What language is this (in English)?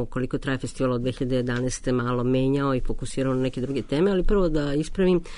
Serbian